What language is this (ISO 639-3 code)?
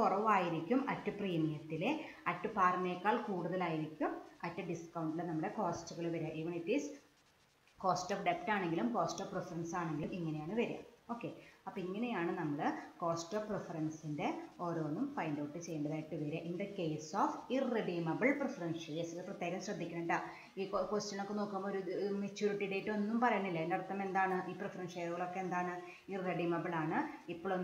mal